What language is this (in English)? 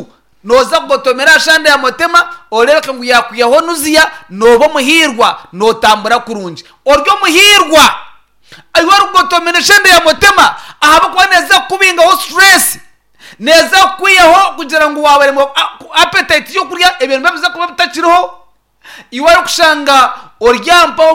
Nyankole